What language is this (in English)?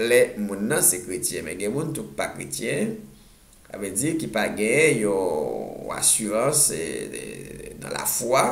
Haitian Creole